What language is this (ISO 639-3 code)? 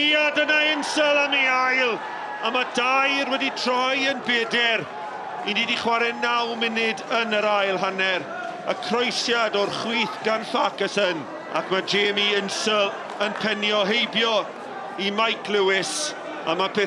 cym